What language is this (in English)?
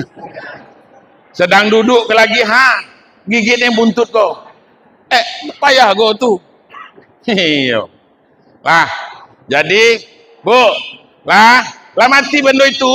Minangkabau